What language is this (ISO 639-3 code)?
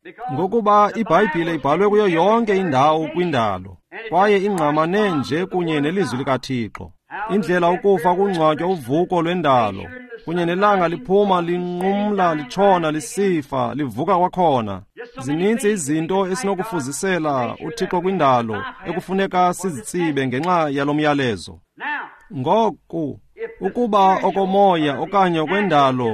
xho